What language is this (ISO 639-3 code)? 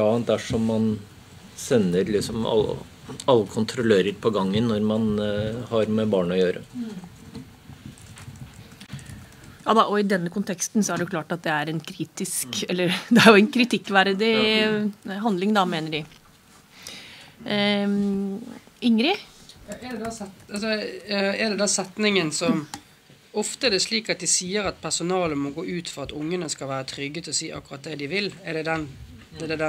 nor